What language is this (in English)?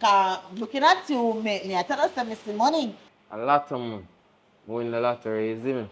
Jamaican Creole English